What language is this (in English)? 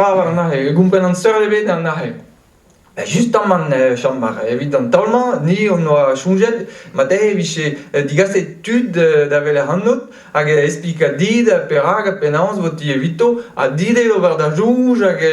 Breton